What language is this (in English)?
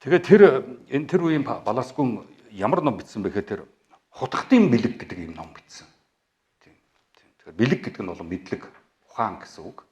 Mongolian